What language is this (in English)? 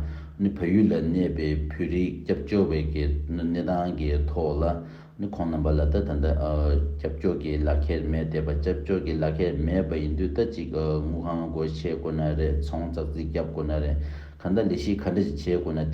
Tibetan